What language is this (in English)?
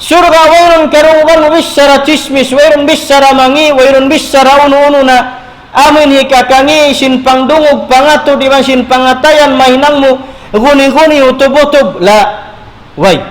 Tausug